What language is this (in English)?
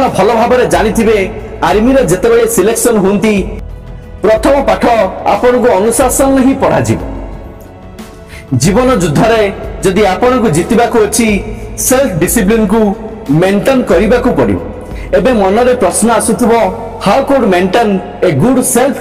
Odia